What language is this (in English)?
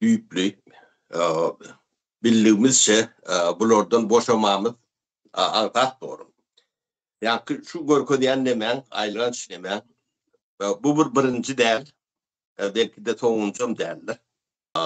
Turkmen